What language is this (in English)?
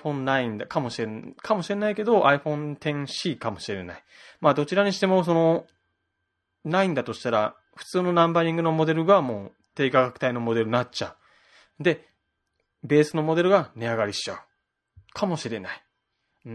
Japanese